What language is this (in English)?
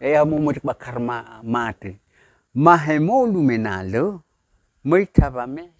Nias